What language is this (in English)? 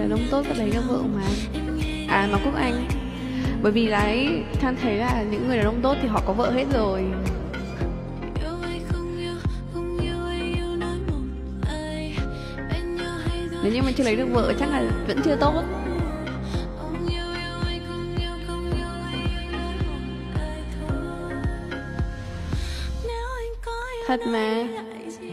Vietnamese